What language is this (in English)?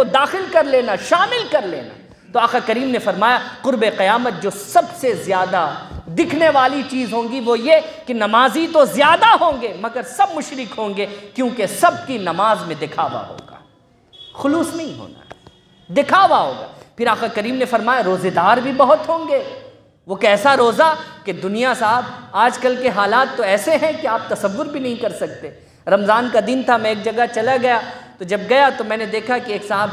Urdu